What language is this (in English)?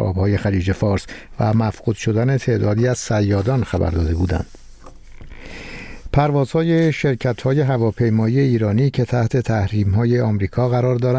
Persian